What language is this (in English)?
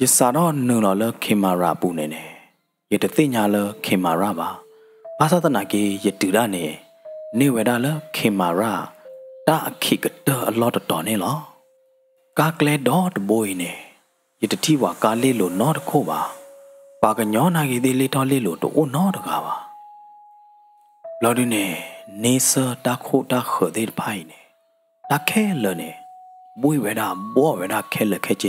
S'gaw Karen